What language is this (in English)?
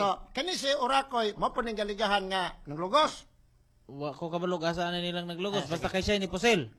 Cebuano